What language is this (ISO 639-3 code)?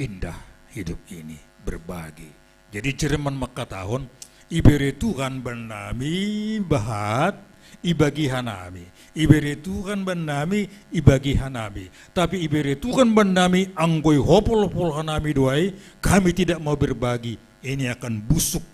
bts